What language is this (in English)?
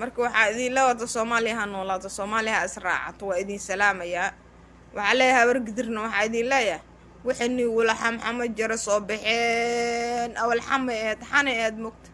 Somali